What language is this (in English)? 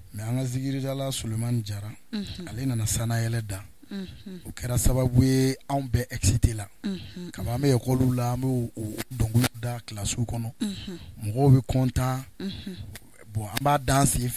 Bambara